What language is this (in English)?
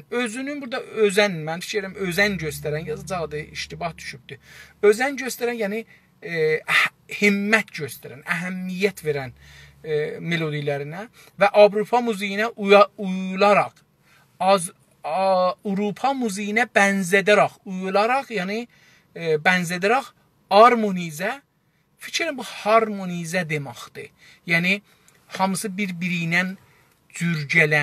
South Azerbaijani